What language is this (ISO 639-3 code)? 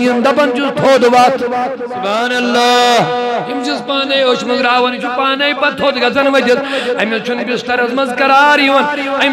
kas